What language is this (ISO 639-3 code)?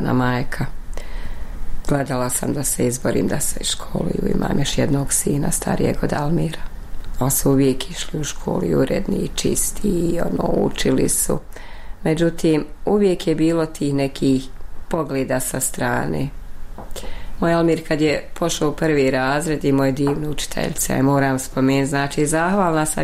bos